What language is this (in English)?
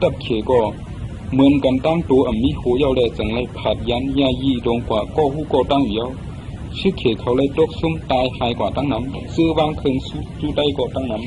Shan